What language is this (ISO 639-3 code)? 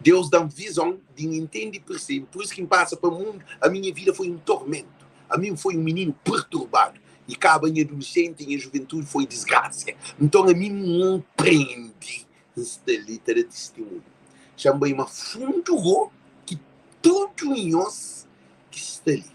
kea